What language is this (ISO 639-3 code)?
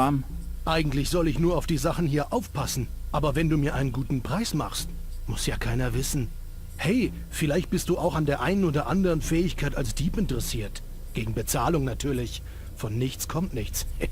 bar